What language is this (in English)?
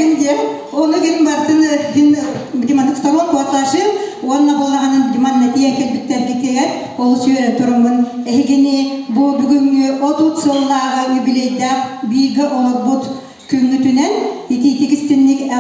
Yakut